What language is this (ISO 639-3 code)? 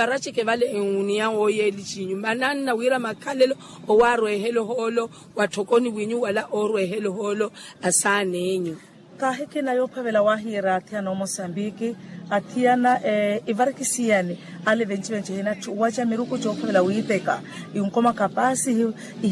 vmw